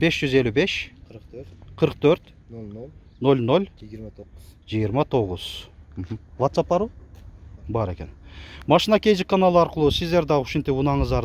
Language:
Kyrgyz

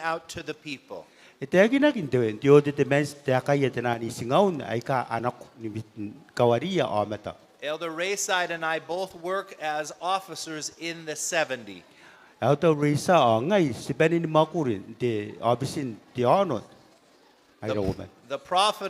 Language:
Gilbertese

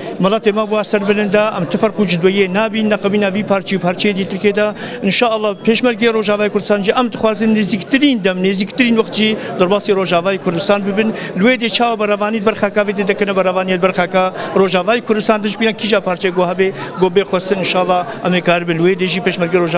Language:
Kurdish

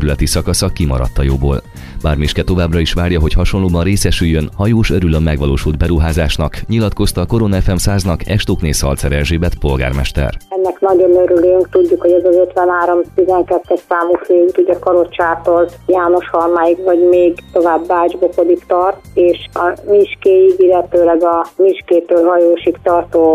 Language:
Hungarian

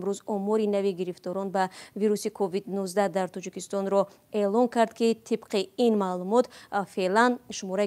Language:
Tajik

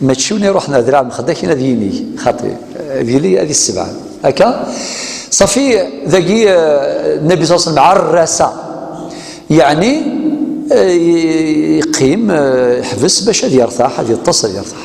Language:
Kabyle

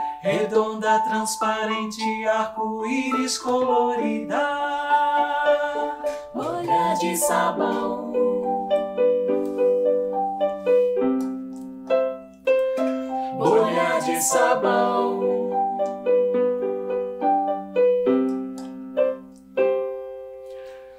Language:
Portuguese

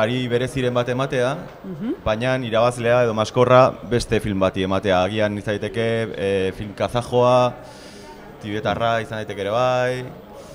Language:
Basque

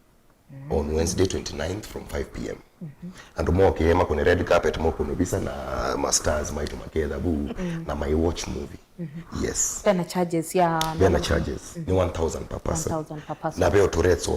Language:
Kamba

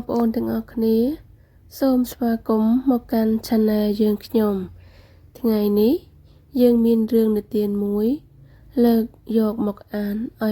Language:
Khmer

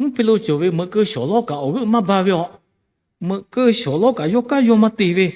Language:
Lahu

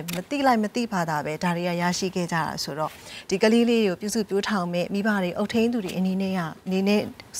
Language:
Burmese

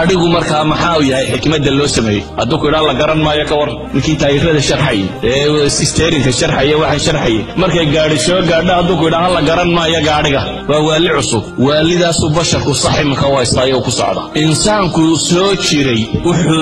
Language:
Somali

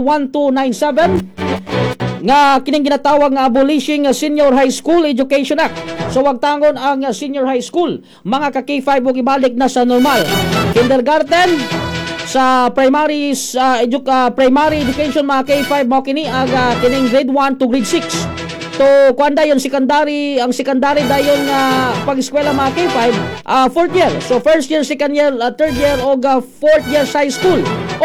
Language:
Cebuano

